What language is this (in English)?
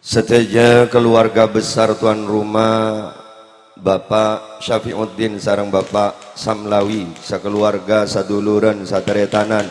Madurese